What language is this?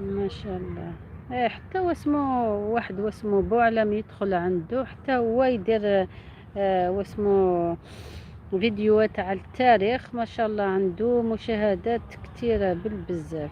Algerian Arabic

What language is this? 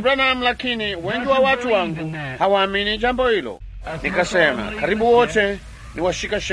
Swahili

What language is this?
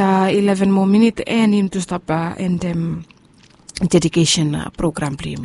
Bislama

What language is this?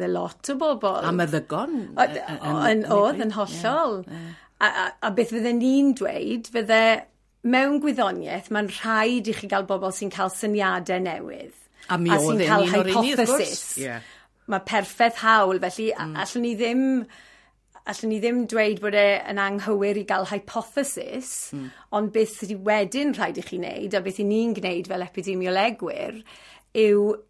Welsh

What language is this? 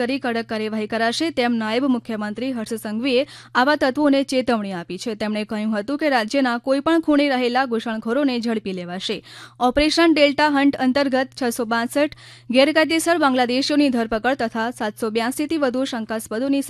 Gujarati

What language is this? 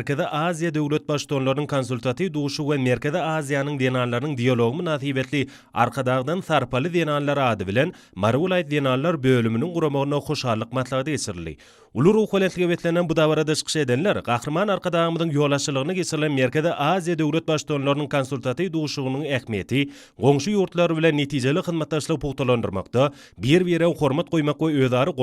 Turkmen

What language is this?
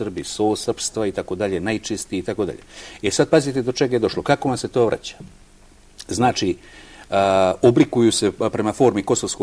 Bosnian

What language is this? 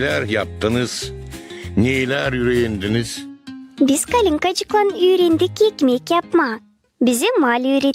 Gagauz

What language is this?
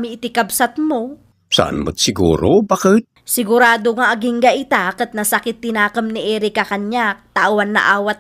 Iloko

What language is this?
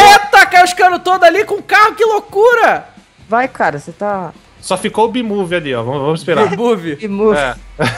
Portuguese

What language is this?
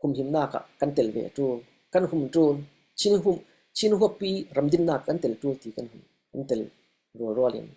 Falam Chin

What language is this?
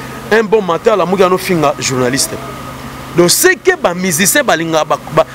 Lingala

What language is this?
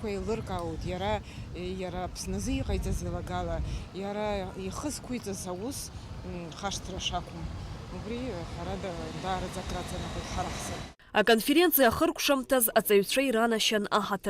Abkhazian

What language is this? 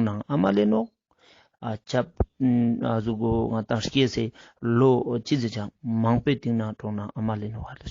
Ladakhi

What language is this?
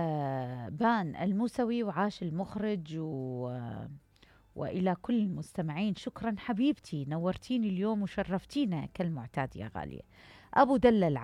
Mesopotamian Arabic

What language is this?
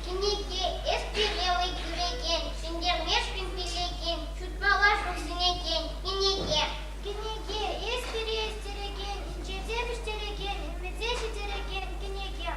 Chuvash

